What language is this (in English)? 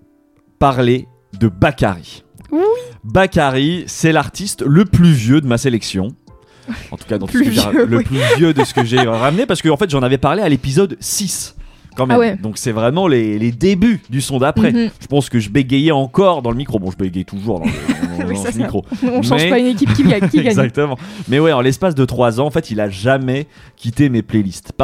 French